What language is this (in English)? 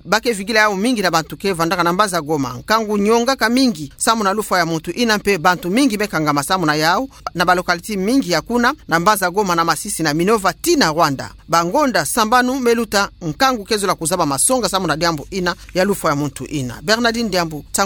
Kituba (Democratic Republic of Congo)